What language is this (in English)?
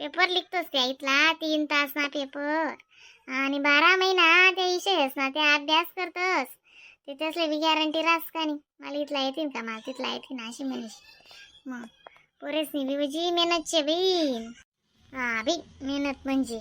Khandesi